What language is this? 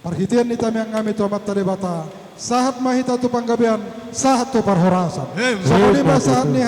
Batak Toba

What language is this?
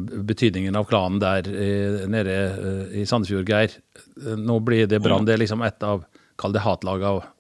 Norwegian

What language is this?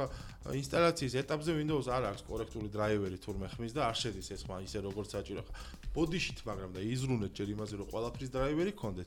Georgian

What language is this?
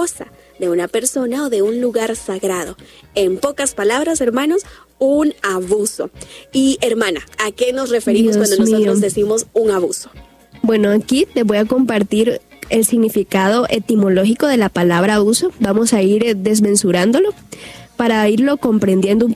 Spanish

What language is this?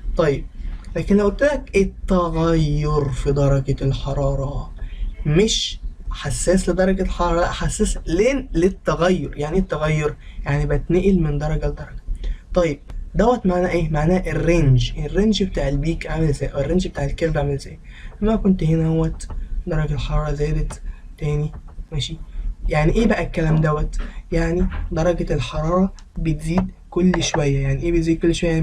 Egyptian Arabic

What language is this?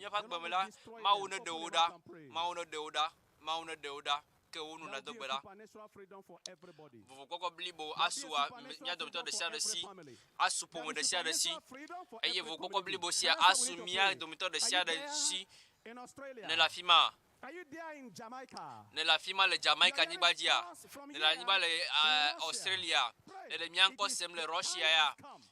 Ewe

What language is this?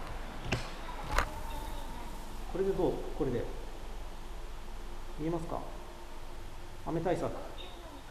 Japanese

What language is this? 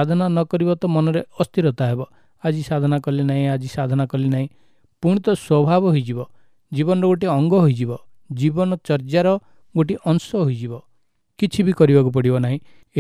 Odia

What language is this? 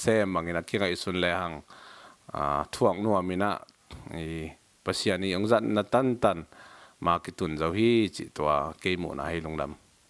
Tedim Chin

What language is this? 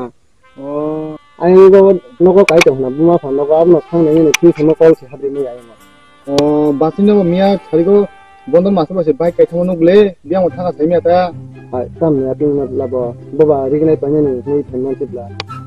Kok Borok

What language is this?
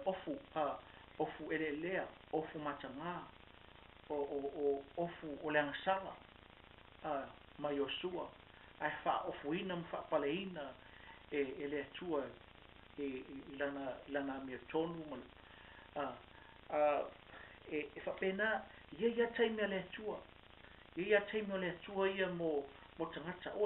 Samoan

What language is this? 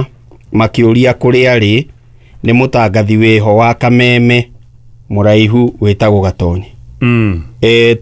Kikuyu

